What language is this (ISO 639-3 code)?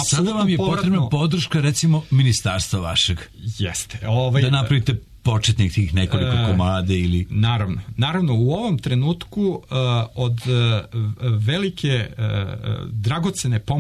srp